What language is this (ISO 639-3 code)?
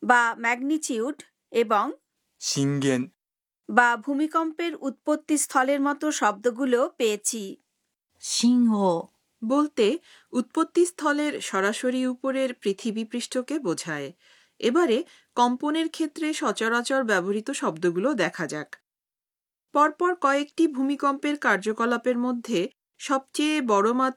ben